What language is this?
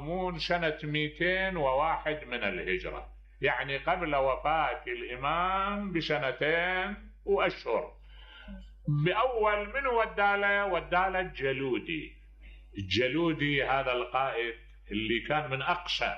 Mesopotamian Arabic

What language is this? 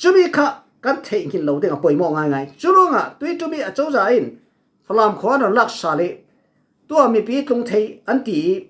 Falam Chin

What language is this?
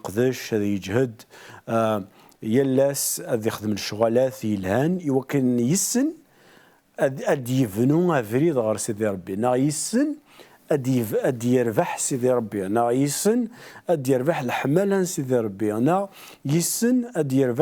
Kabyle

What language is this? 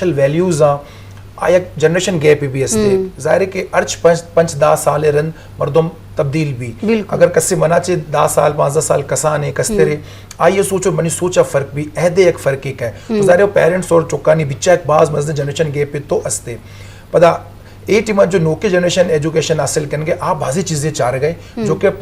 Eastern Balochi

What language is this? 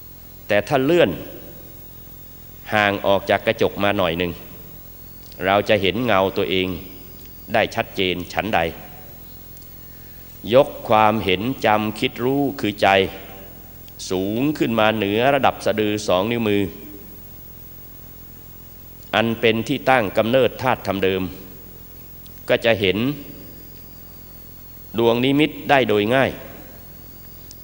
Thai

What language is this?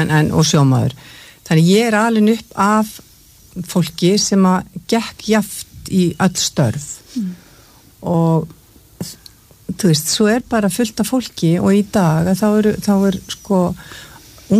Icelandic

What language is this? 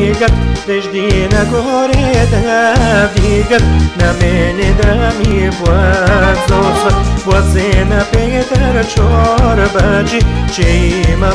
Bulgarian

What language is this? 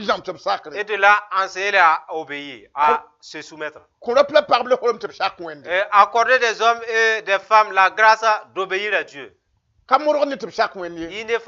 Mossi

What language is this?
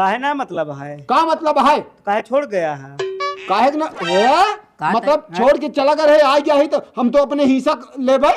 Awadhi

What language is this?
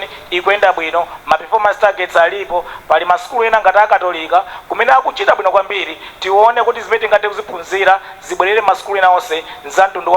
Nyanja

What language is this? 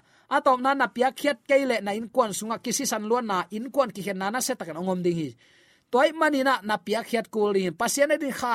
Tedim Chin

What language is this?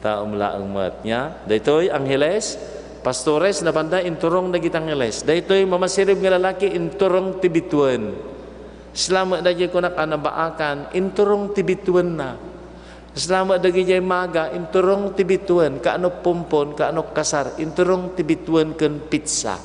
Iloko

